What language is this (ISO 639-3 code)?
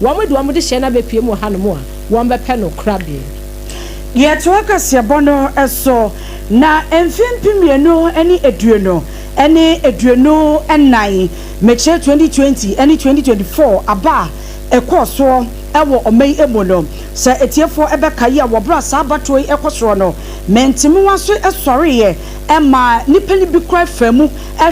aka